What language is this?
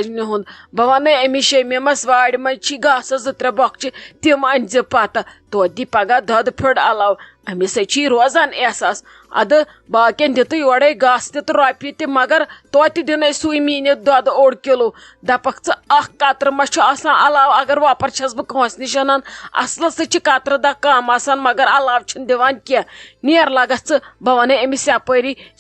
Kashmiri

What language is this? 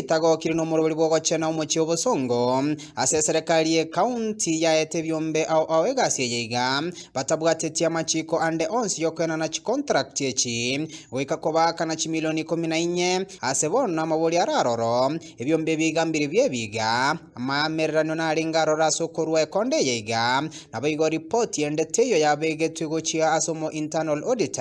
Gusii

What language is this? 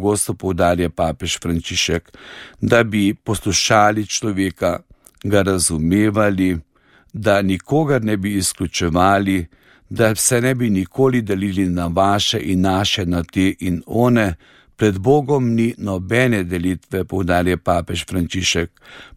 Slovenian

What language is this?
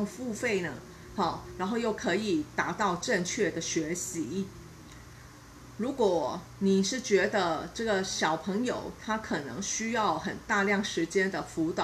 Chinese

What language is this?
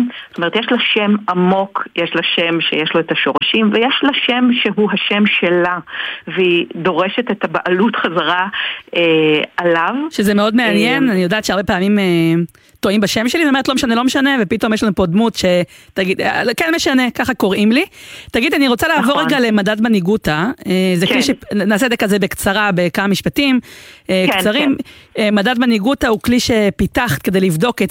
Hebrew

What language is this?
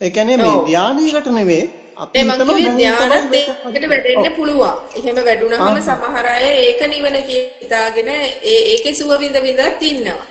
Sinhala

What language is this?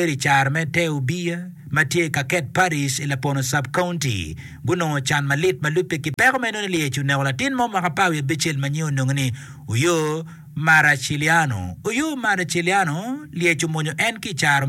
Acoli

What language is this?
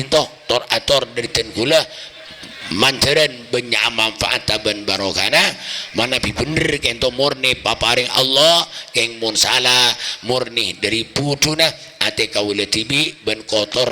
Madurese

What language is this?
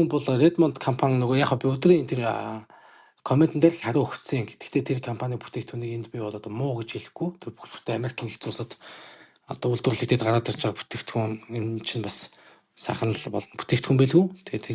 Mongolian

